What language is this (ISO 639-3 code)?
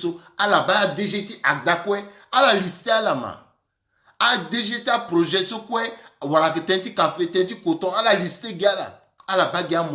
sag